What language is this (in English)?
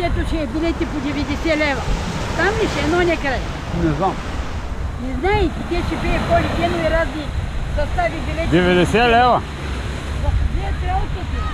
Bulgarian